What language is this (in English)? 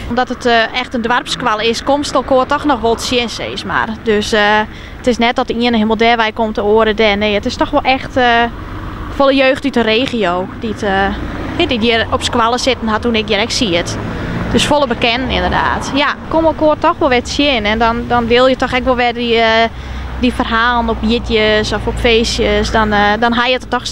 Western Frisian